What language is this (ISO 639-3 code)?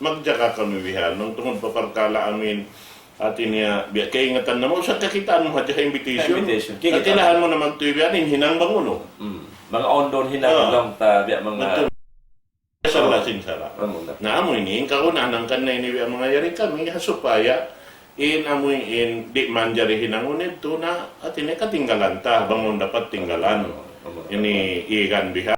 tsg